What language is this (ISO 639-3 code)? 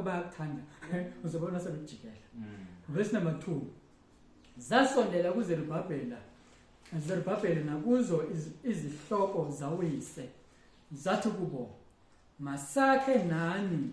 zul